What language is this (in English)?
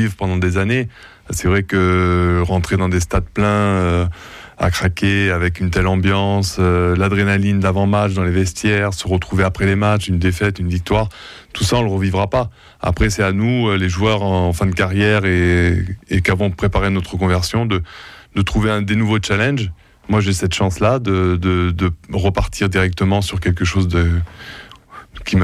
French